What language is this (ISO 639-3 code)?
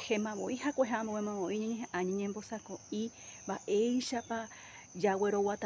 grn